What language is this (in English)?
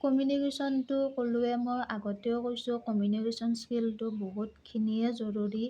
Assamese